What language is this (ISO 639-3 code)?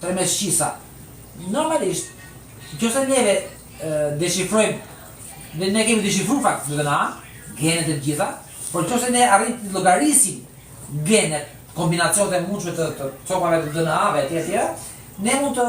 sqi